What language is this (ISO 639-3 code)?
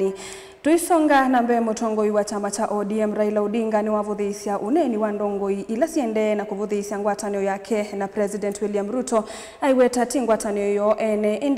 kam